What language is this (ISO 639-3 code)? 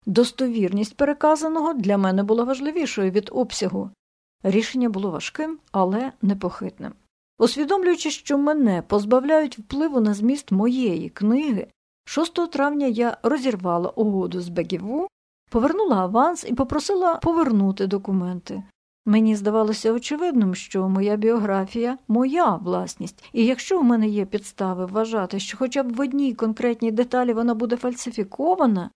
ukr